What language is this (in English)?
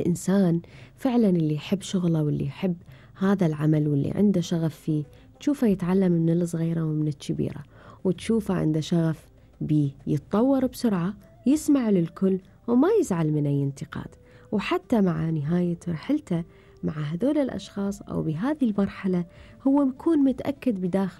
Gulf Arabic